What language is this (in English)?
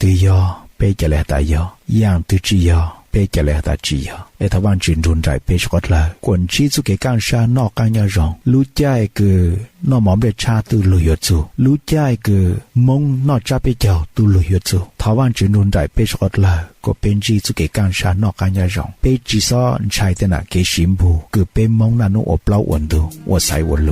Hmong